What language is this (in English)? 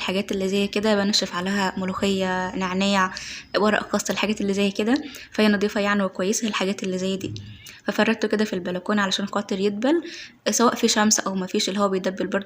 Egyptian Arabic